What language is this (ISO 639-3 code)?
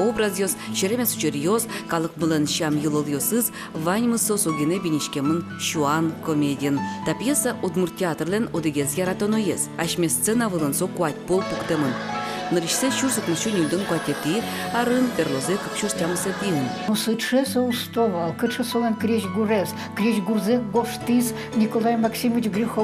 udm